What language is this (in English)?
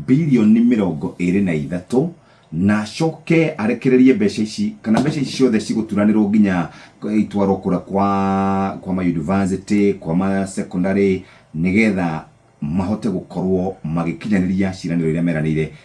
Kikuyu